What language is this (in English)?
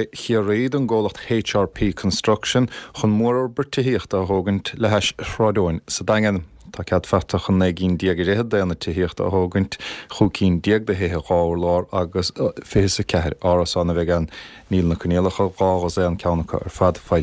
Irish